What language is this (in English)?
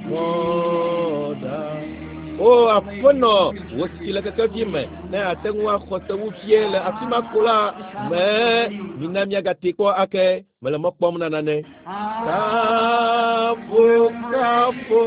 Ewe